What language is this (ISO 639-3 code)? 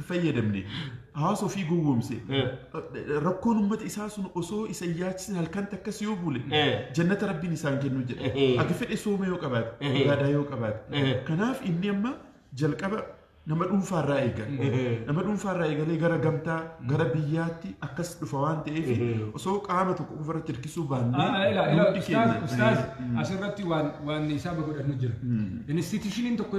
orm